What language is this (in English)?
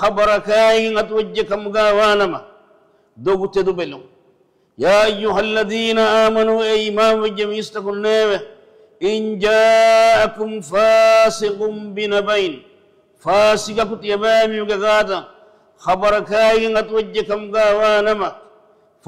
Divehi